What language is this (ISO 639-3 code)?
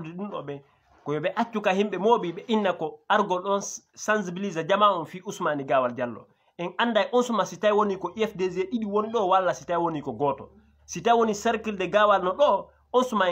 ful